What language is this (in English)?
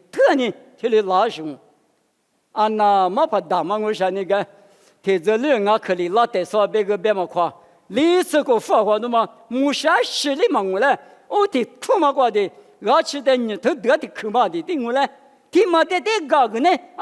Lisu